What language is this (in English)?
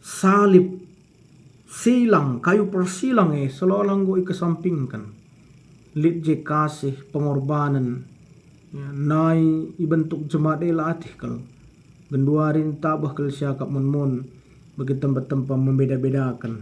Batak Karo